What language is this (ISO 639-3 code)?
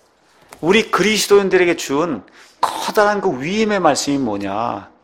kor